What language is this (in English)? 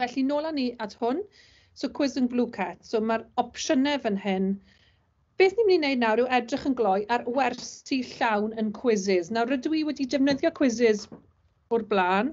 Welsh